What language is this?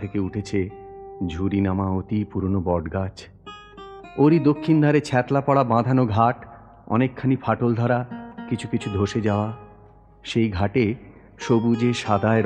Bangla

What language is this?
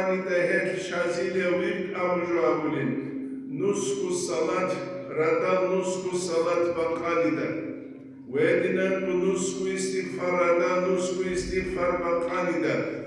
Avaric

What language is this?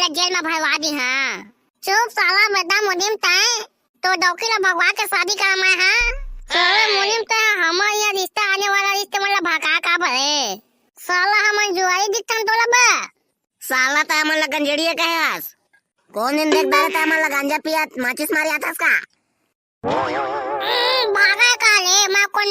Chhattisgarhi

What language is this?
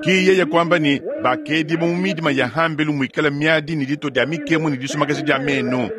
Luba-Lulua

